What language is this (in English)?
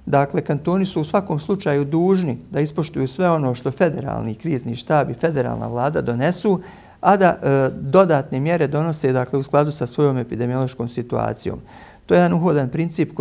Bosnian